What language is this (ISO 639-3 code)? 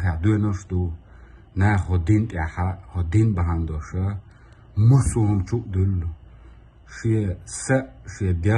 che